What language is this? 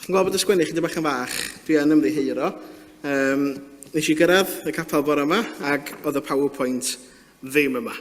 Welsh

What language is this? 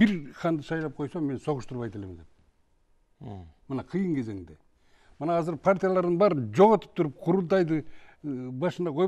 Kyrgyz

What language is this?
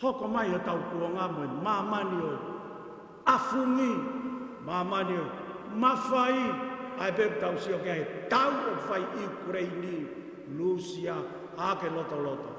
Tongan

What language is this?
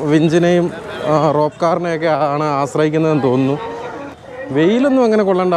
Malayalam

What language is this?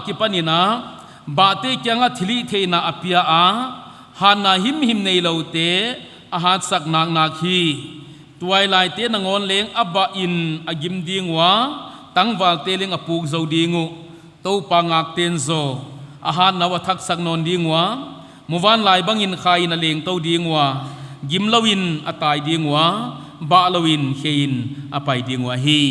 Paite Chin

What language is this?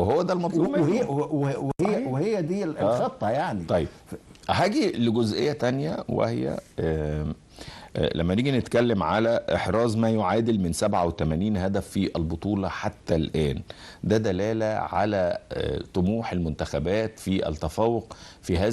Egyptian Arabic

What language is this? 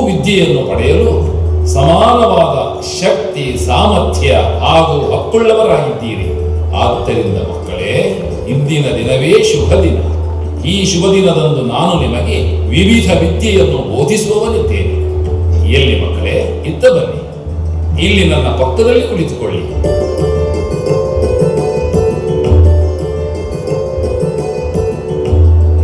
Kannada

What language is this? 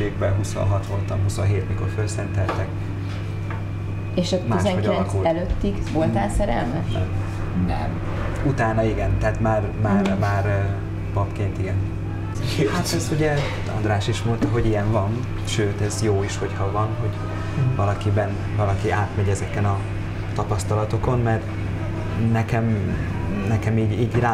Hungarian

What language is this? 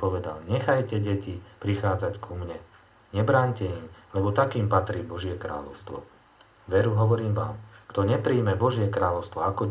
Slovak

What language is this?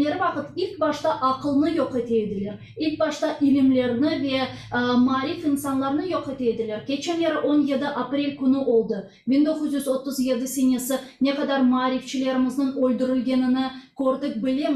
Crimean Tatar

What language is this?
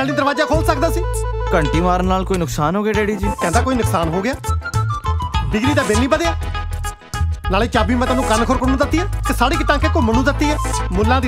Punjabi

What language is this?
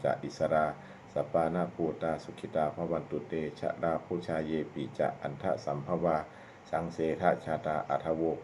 Pali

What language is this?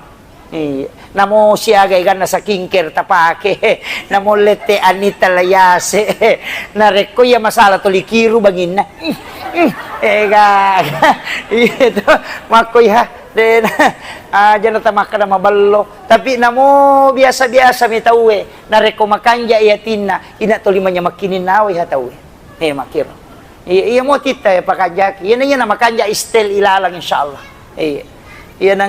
Buginese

